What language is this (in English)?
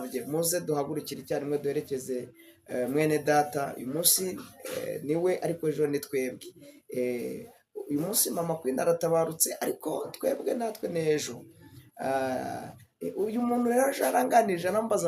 Kinyarwanda